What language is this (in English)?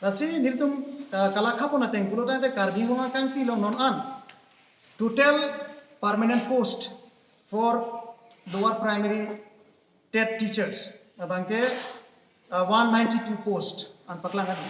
Karbi